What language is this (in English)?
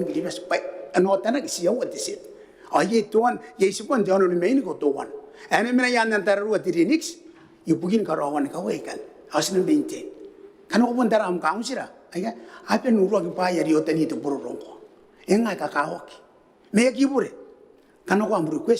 Gilbertese